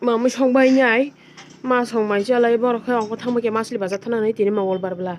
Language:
Kok Borok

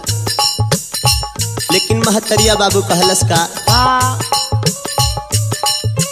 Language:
Bhojpuri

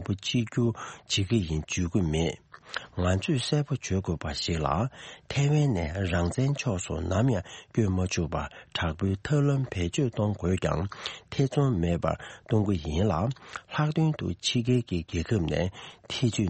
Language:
Tibetan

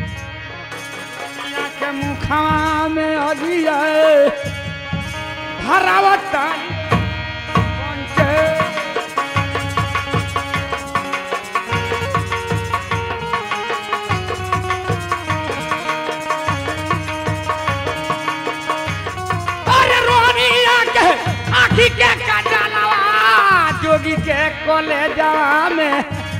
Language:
Bhojpuri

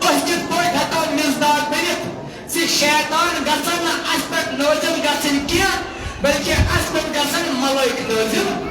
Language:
Kashmiri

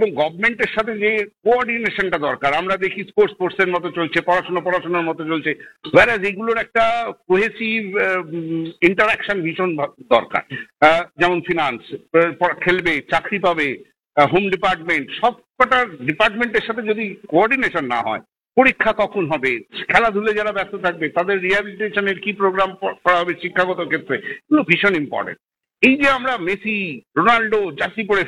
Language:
Bangla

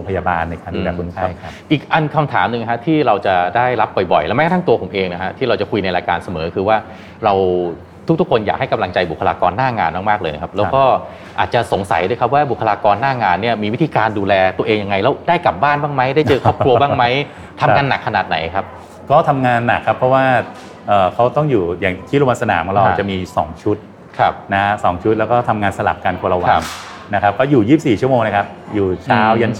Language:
Thai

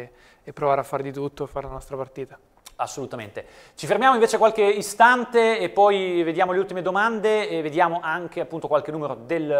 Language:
Italian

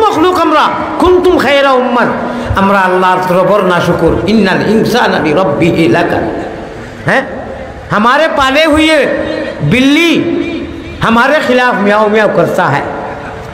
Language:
Sylheti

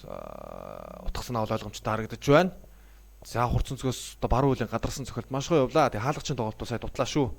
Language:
Mongolian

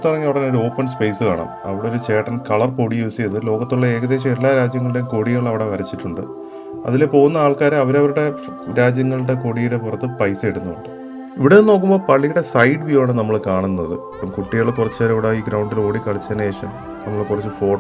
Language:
Malayalam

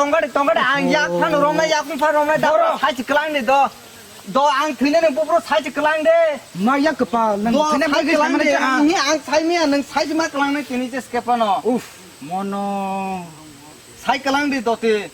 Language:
Kok Borok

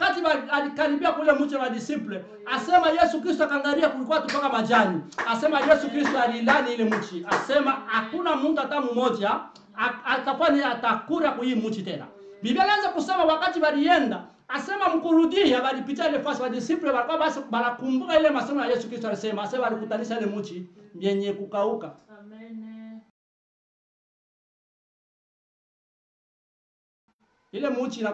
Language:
Swahili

